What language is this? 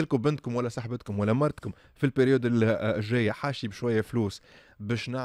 Tunisian Arabic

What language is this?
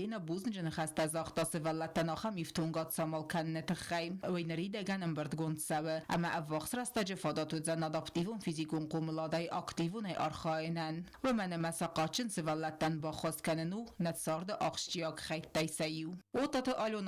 Ossetic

